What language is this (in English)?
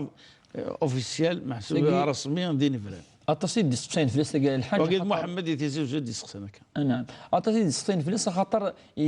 Kabyle